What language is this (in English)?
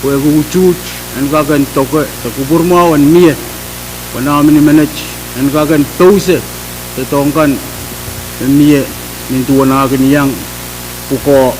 Pohnpeian